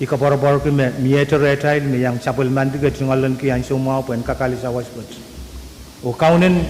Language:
Pohnpeian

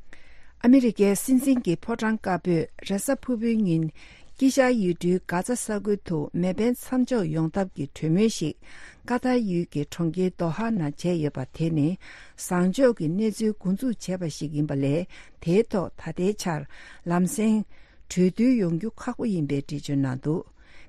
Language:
Tibetan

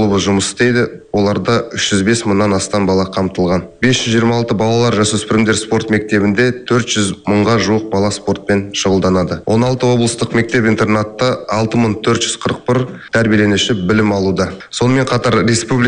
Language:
Kazakh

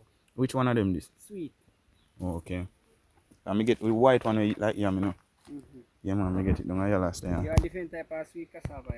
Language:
Jamaican Creole English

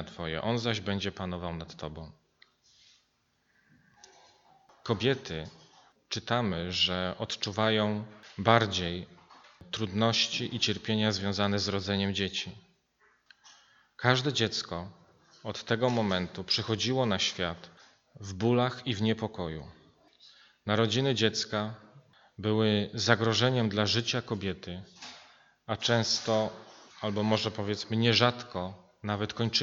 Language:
Polish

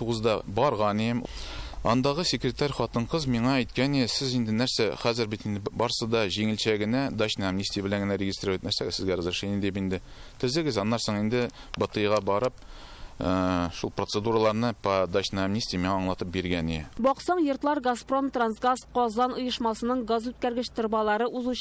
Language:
Tatar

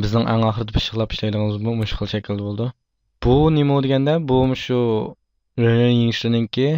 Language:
Uyghur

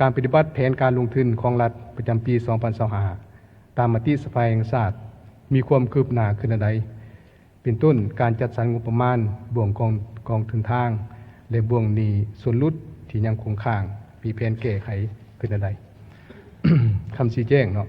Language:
Lao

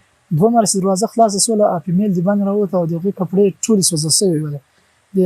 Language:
Pashto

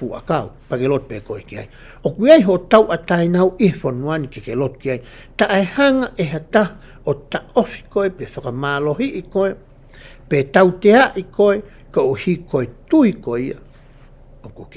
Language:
Tongan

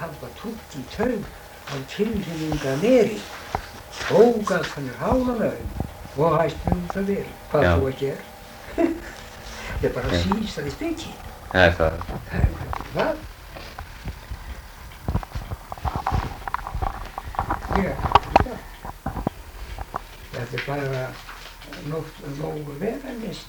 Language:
Icelandic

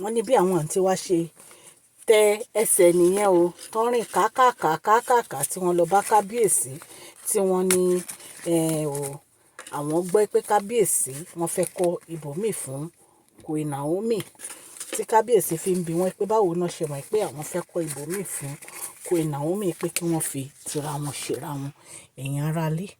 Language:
Yoruba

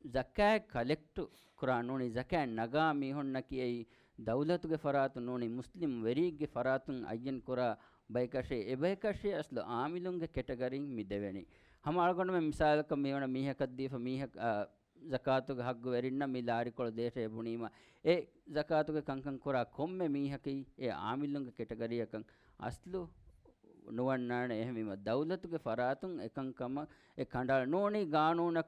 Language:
Divehi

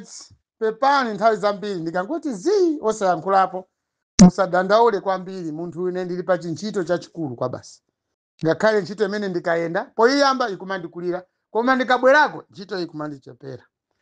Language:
Nyanja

